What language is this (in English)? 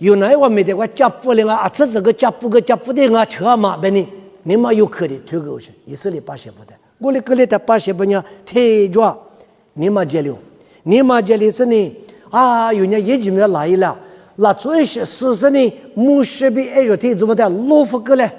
Lisu